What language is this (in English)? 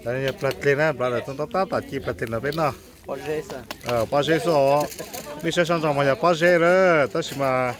Hmong